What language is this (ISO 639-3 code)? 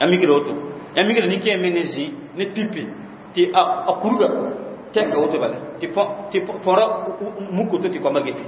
mos